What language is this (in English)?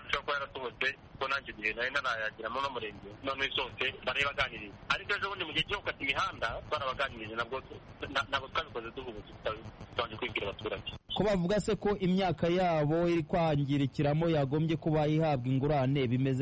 Kinyarwanda